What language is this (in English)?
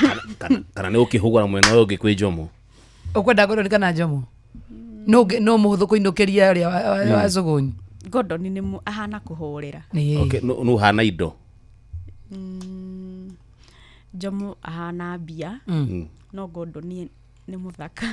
Kikuyu